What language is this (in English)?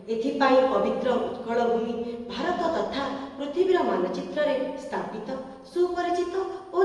Odia